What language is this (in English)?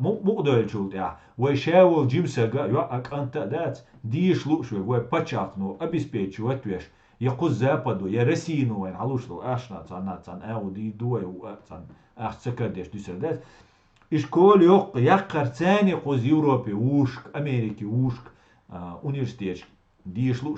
Chechen